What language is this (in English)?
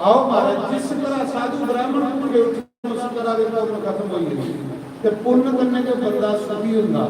Dogri